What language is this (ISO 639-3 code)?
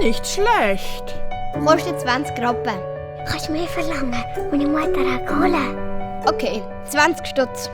gsw